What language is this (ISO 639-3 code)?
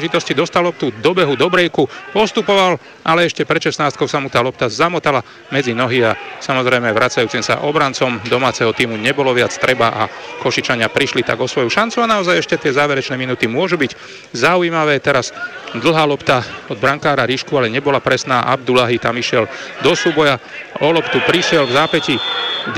slk